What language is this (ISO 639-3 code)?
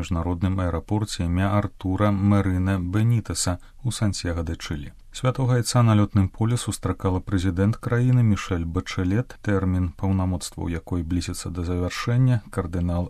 bel